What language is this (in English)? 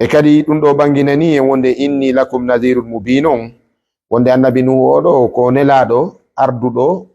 Fula